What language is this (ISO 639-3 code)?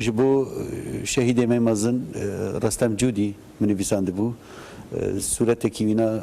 kur